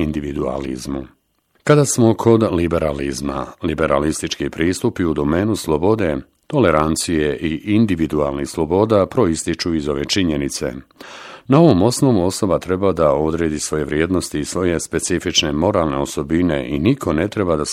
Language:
Bosnian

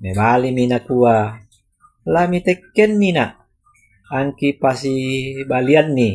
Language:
Toraja-Sa'dan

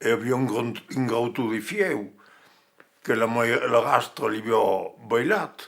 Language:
Occitan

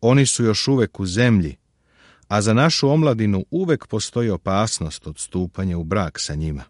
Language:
Serbian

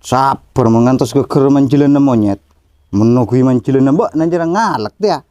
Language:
Madurese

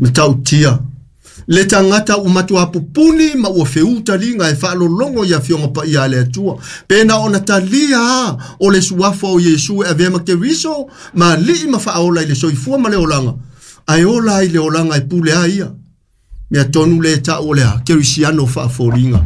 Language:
Samoan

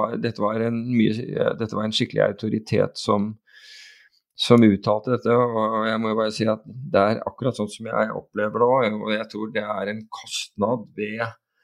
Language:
Norwegian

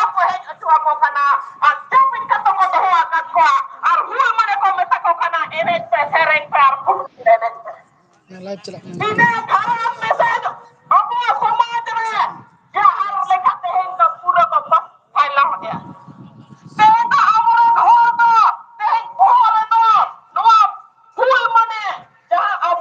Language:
Santali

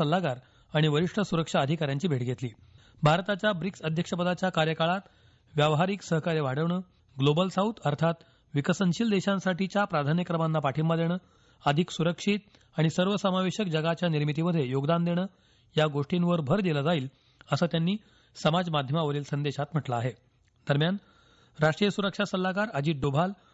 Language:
Marathi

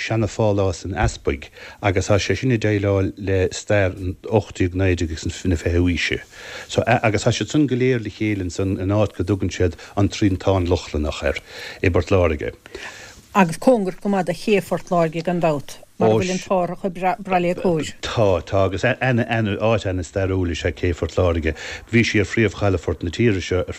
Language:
Irish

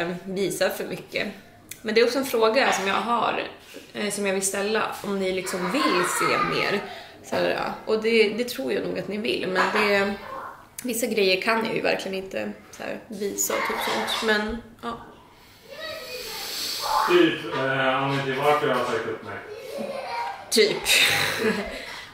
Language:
Swedish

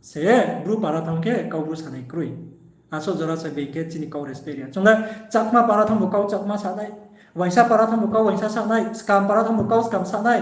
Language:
Riang (India)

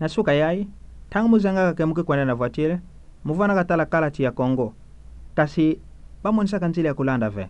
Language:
Kituba (Democratic Republic of Congo)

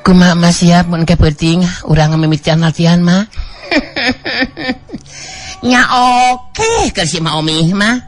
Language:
Sundanese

